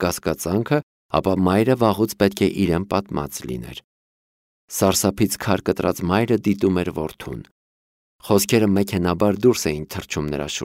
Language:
Armenian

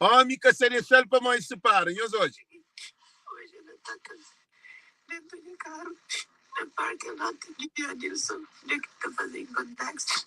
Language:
Kabuverdianu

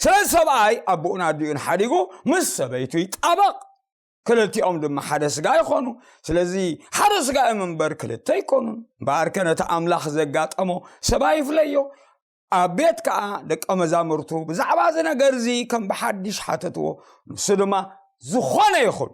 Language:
Tigrinya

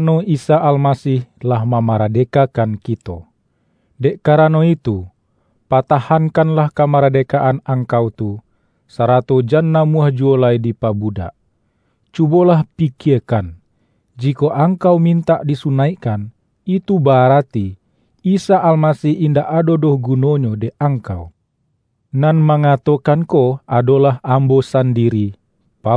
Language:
Minangkabau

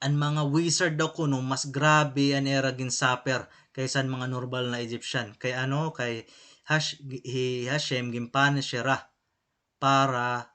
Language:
Waray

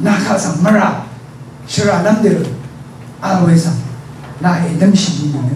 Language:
Rawang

